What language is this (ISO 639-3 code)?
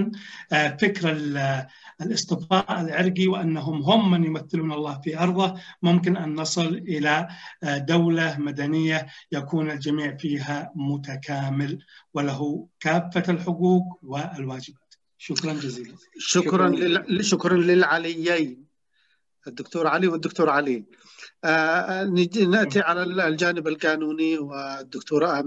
ara